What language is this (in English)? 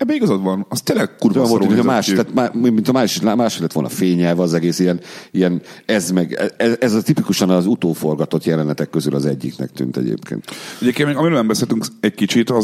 Hungarian